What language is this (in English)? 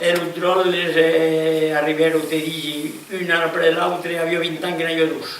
Occitan